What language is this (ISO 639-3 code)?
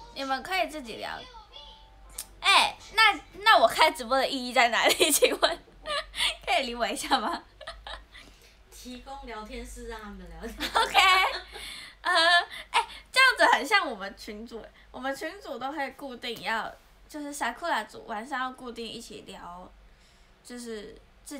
zho